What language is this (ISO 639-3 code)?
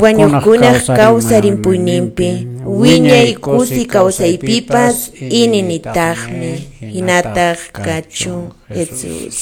que